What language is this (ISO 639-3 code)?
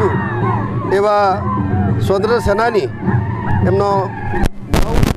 guj